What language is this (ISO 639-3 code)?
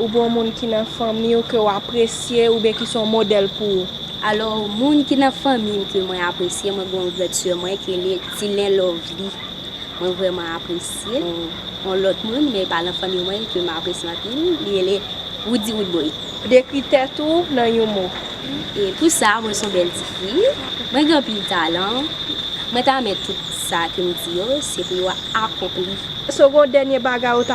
hat